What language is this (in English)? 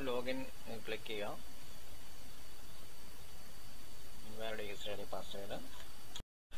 Malayalam